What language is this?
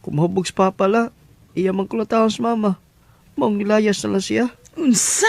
Cebuano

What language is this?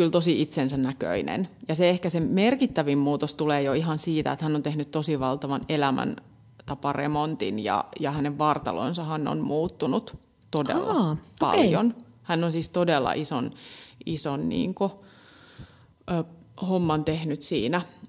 Finnish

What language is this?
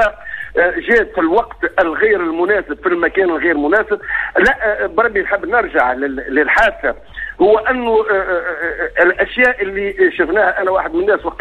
Tunisian Arabic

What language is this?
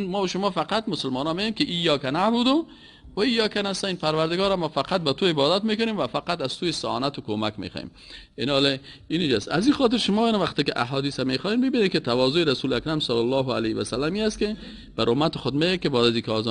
Persian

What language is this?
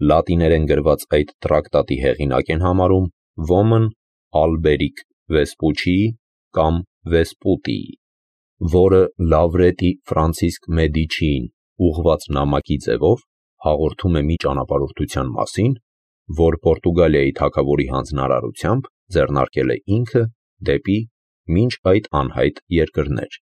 Armenian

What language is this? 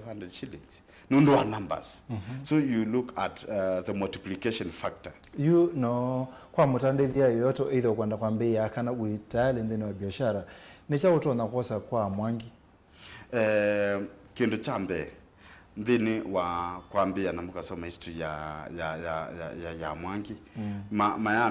Kamba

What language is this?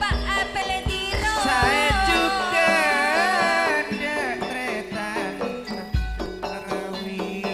Madurese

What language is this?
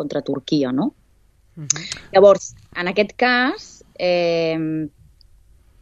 Catalan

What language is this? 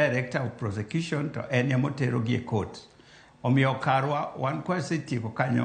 Luo (Kenya and Tanzania)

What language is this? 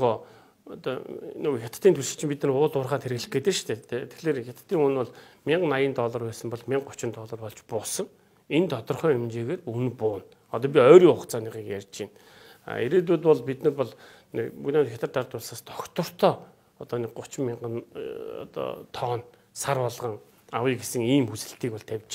Mongolian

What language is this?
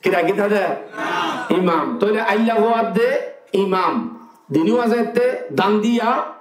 Rohingya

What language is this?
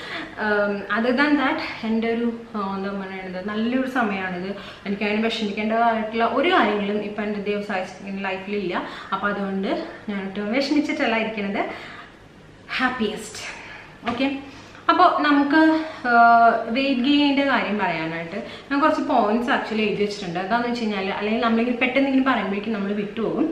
Malayalam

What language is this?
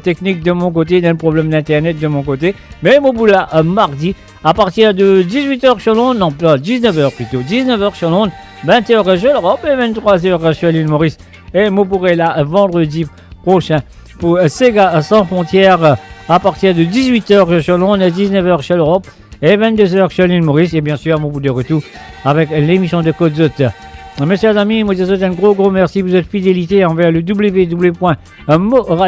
Morisyen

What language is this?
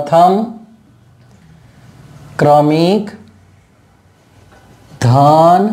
Gujarati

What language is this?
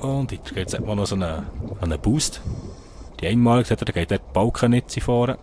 Swiss German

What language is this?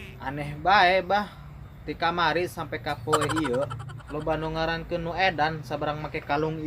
Sundanese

